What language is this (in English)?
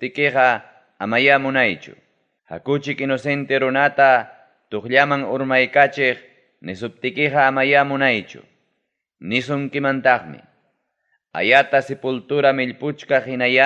Ayacucho Quechua